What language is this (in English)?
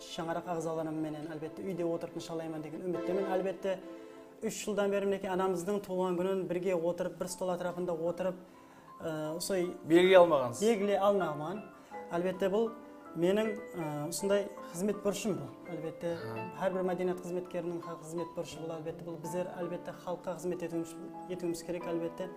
Kara-Kalpak